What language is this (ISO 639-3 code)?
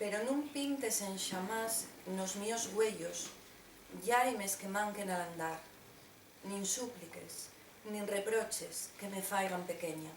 ast